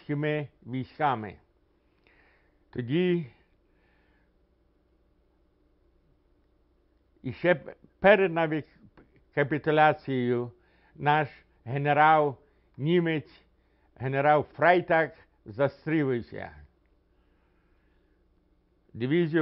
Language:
Ukrainian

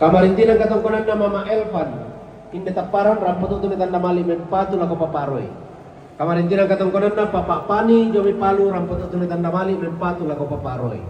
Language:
Toraja-Sa'dan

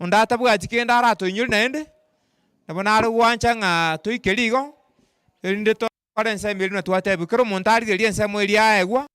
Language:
Gusii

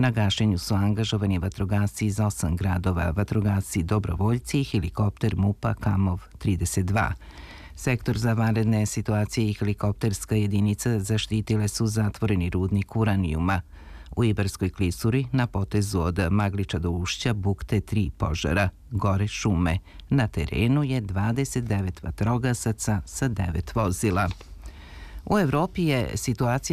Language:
Serbian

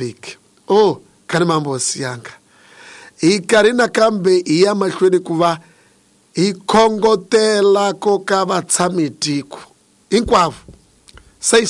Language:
Tsonga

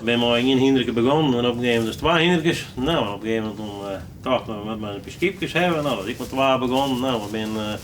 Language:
Western Frisian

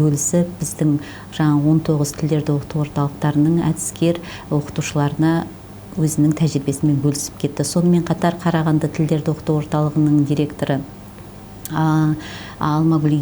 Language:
Kazakh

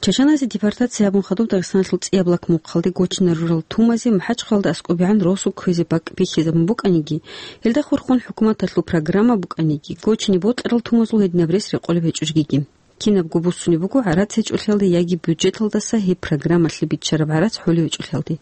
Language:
Avaric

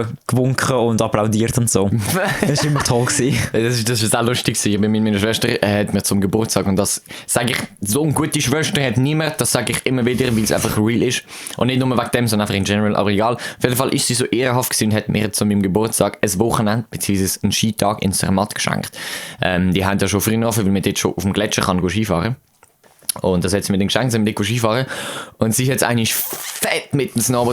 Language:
Swiss German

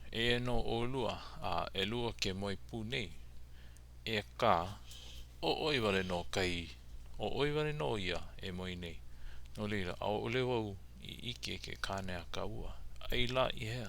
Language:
Hawaiian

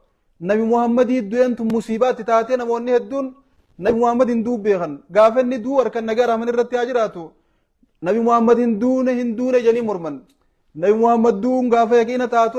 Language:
Oromo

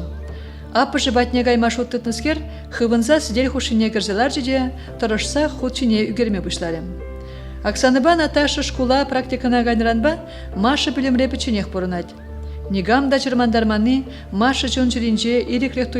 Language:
Chuvash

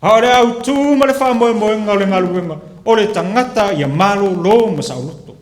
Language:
Samoan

